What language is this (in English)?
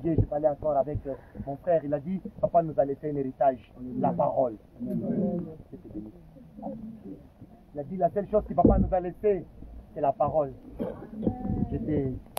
French